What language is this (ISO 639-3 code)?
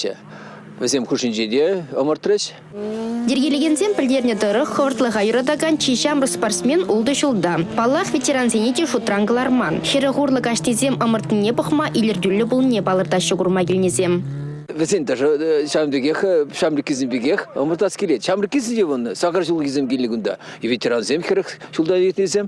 chv